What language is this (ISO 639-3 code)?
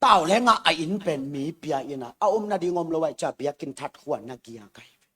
ctd